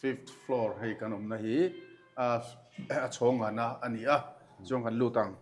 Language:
Mizo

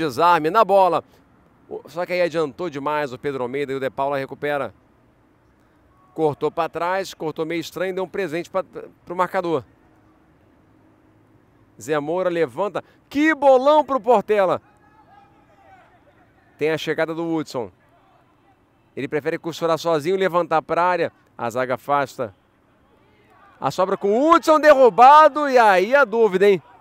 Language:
Portuguese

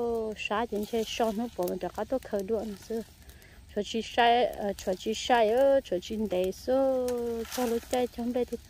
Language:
Vietnamese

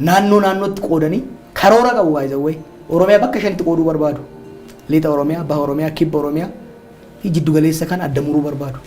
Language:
Oromo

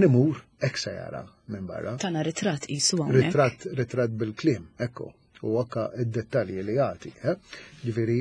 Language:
Maltese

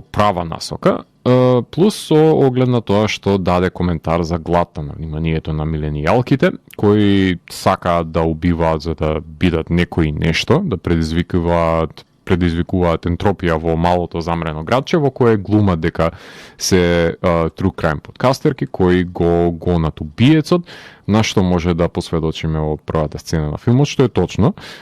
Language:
Macedonian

